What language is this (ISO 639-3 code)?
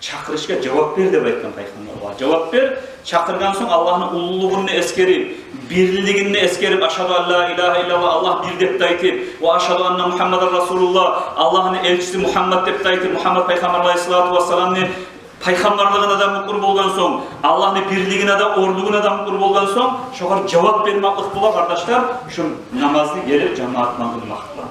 kum